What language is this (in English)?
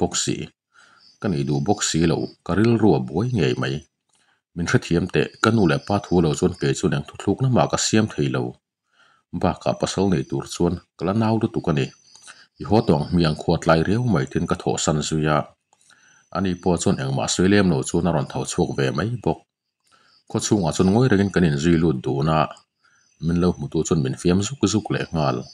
Mizo